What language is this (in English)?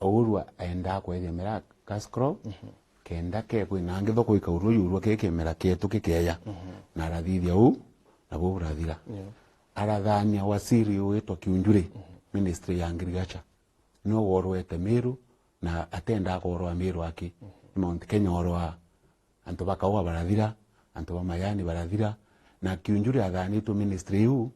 Meru